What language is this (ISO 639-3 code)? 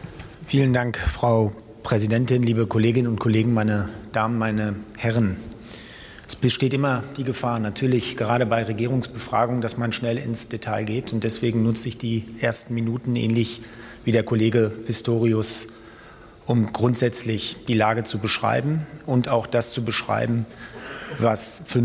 deu